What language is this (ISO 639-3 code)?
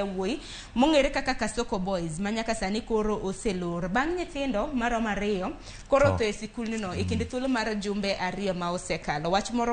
luo